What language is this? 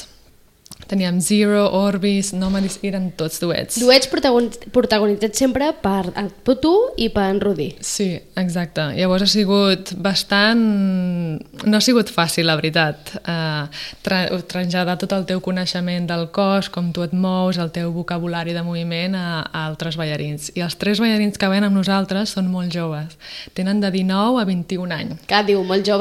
Catalan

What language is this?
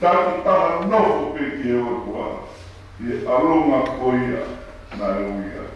Tongan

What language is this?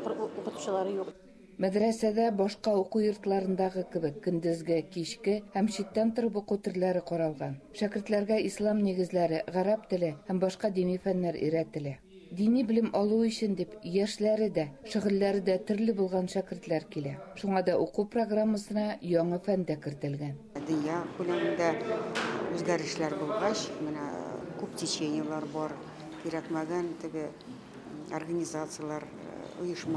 Tatar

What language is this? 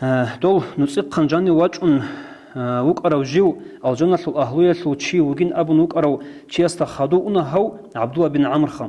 Avaric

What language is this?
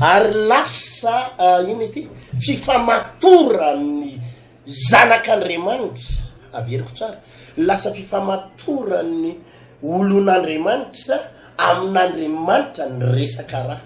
Malagasy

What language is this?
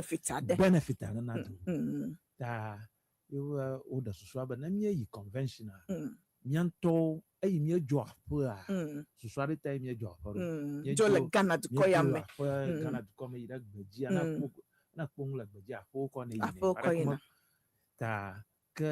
Ewe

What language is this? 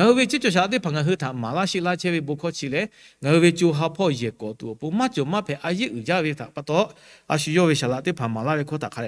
Lahu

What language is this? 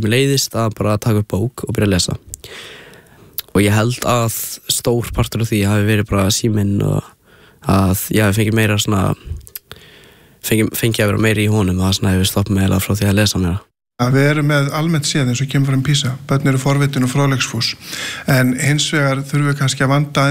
Icelandic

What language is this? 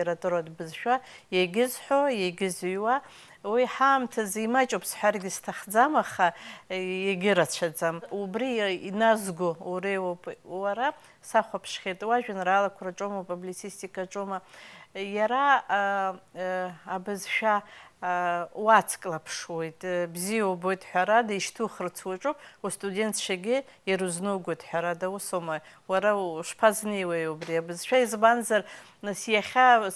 Abkhazian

